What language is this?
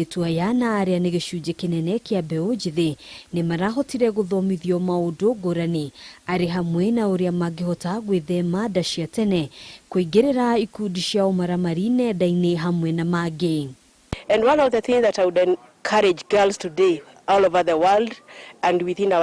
Kikuyu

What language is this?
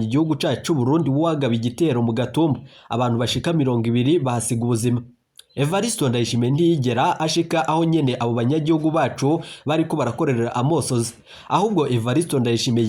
Rundi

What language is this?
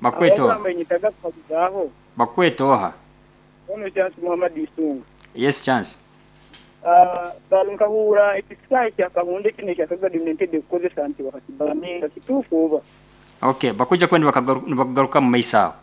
Nyoro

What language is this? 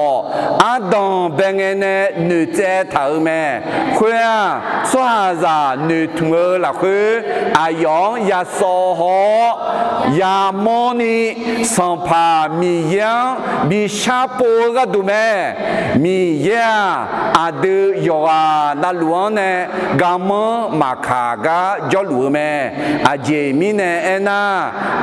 Akha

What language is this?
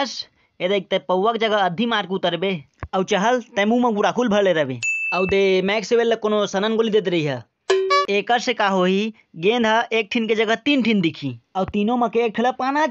Chhattisgarhi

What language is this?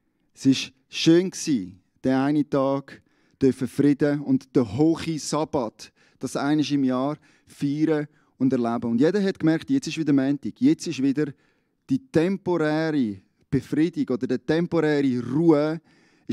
Swiss German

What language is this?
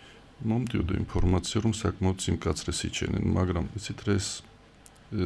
Georgian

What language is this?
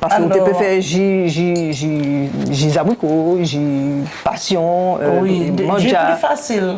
Guadeloupean Creole French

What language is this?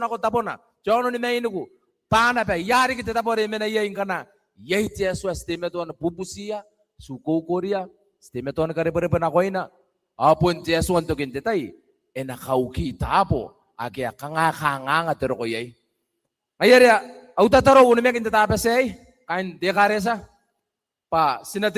Gilbertese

